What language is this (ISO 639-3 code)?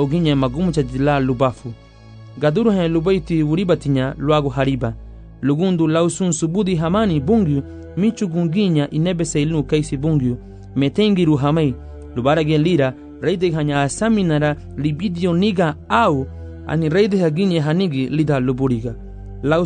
cab